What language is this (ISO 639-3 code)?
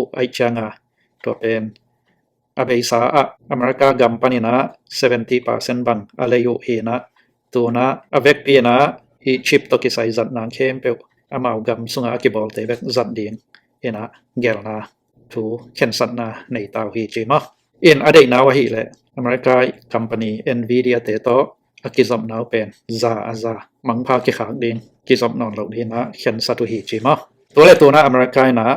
ctd